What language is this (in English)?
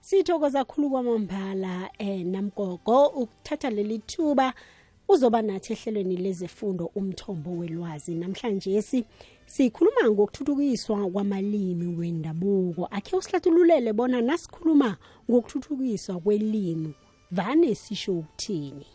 South Ndebele